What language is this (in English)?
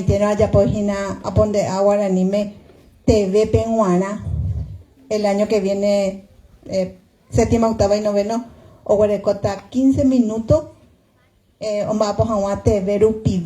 Guarani